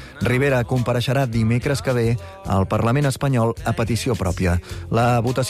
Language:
Catalan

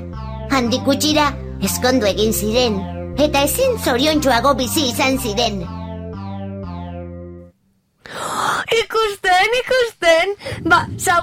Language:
Basque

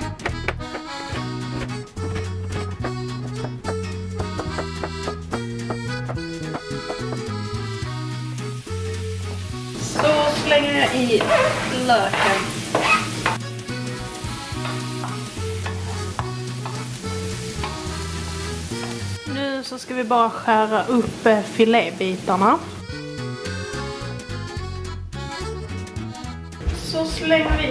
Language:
Swedish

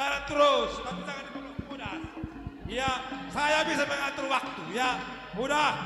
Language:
Batak Simalungun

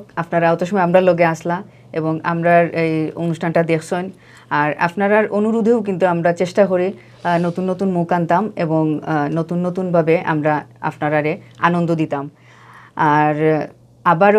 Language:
Sylheti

